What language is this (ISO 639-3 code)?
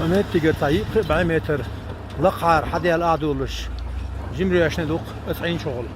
che